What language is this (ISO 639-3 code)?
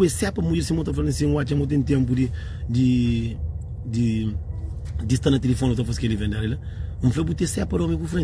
kea